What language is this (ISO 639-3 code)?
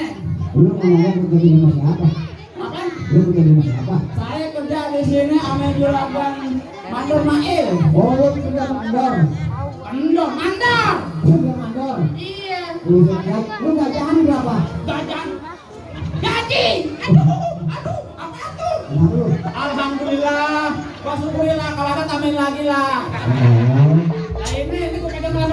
bew